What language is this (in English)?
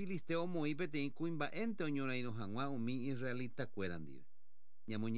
Guarani